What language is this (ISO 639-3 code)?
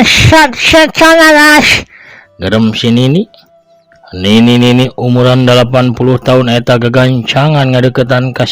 sun